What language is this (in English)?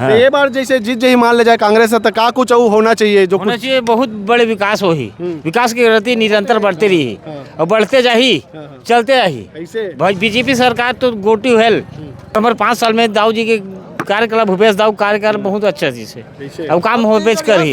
Chhattisgarhi